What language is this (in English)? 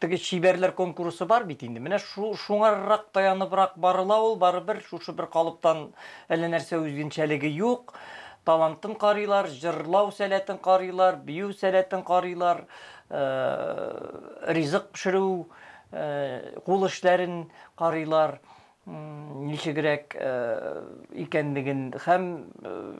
Tatar